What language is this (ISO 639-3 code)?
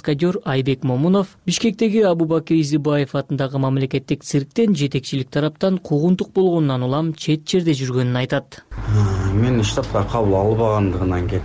kir